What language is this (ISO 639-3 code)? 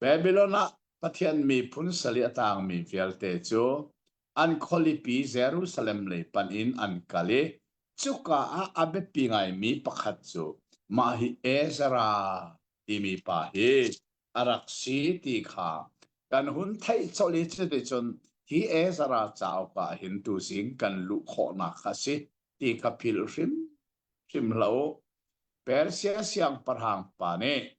cnh